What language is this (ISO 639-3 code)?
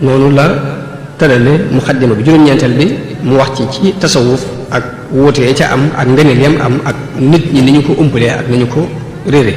wol